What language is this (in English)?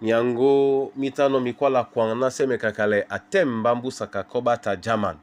Duala